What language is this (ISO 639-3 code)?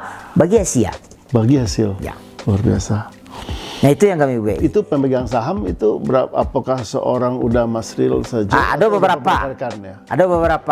min